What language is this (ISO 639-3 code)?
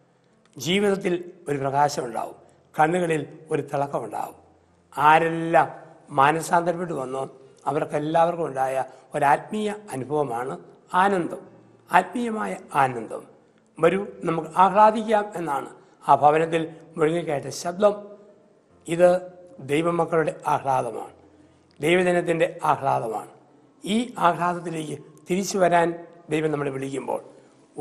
mal